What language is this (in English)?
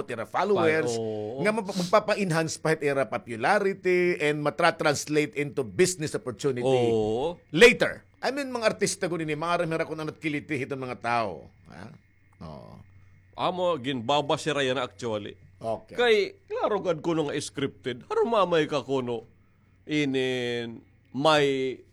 Waray